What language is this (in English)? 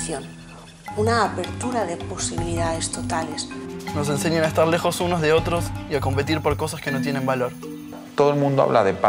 Spanish